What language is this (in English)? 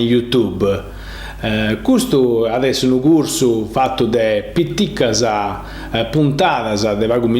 Sardinian